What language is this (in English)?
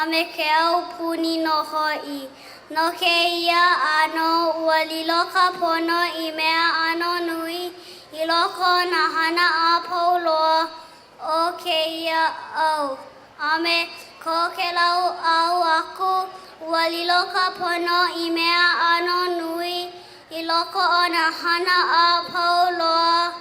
Hawaiian